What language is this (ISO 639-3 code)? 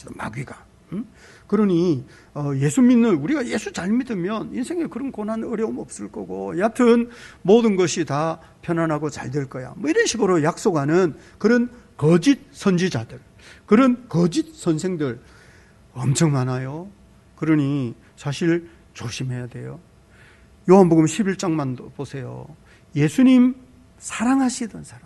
kor